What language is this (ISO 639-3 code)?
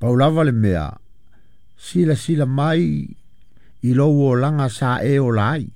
smo